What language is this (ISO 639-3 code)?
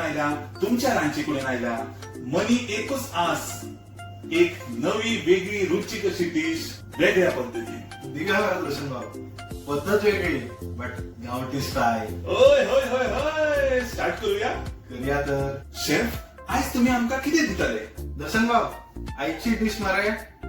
kok